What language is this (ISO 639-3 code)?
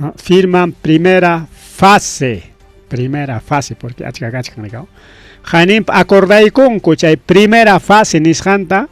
quy